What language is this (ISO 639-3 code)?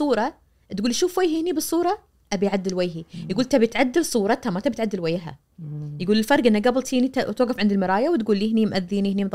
ars